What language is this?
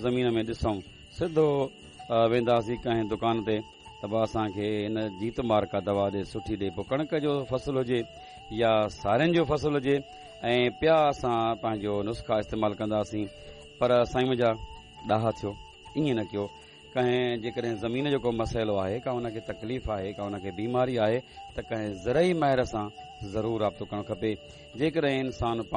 Sindhi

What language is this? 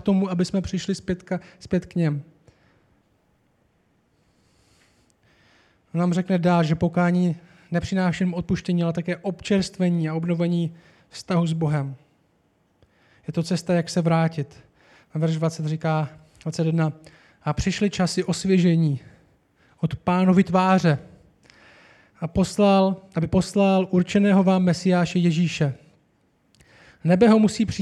Czech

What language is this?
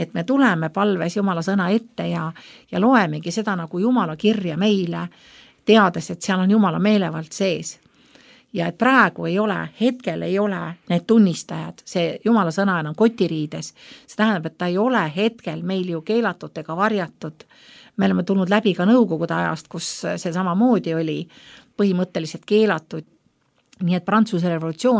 Estonian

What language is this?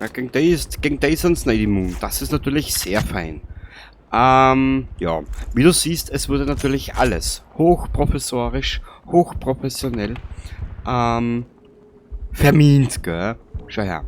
Bavarian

